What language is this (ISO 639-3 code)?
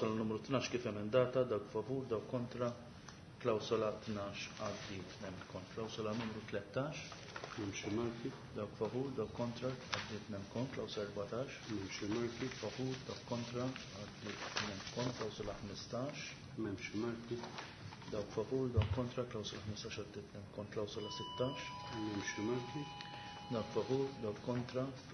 mlt